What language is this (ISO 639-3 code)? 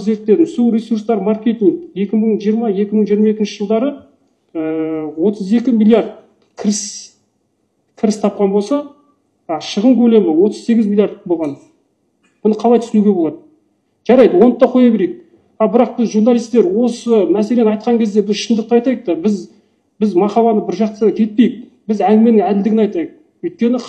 kaz